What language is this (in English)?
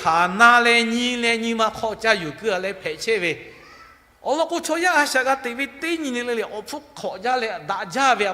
Lahu